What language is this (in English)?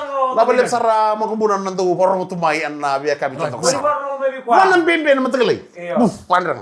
Fijian